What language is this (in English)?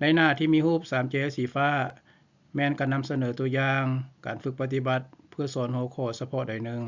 Lao